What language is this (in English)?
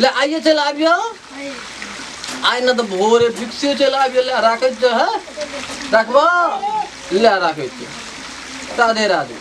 Maithili